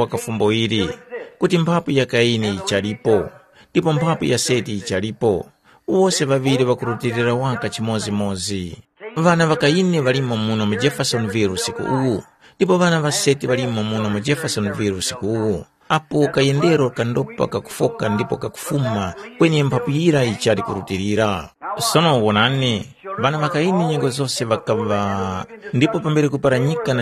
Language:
Tumbuka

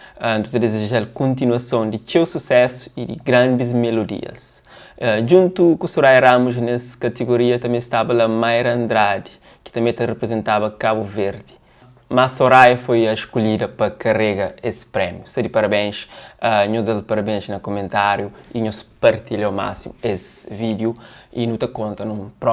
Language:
Kabuverdianu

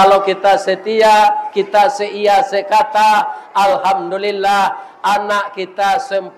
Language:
Minangkabau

